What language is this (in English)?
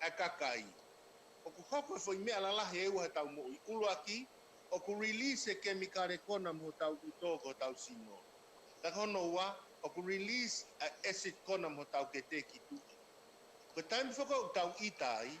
Tongan